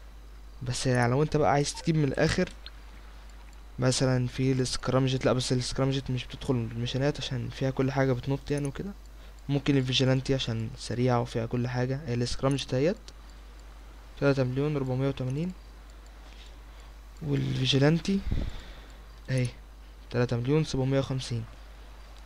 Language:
Egyptian Arabic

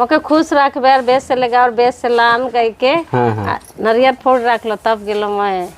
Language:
Sadri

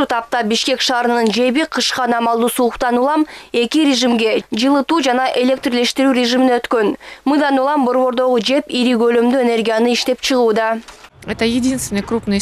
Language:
Kyrgyz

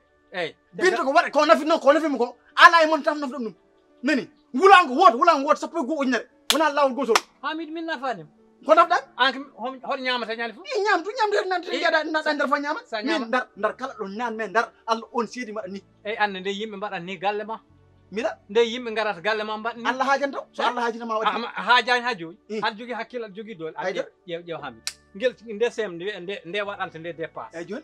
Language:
Fula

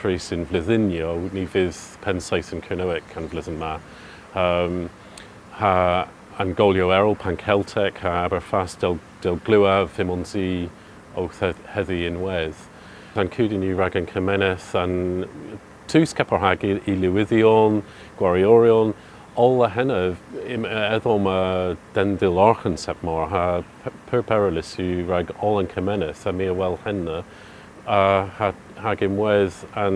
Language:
Cornish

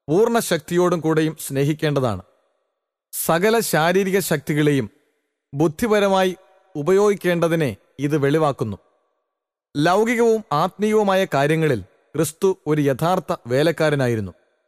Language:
Malayalam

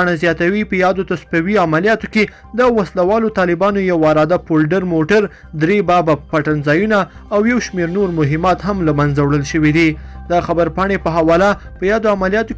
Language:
Pashto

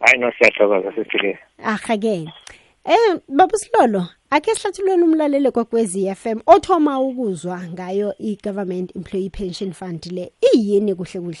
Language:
South Ndebele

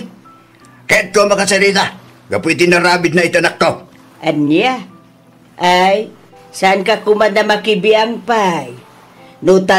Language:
Iloko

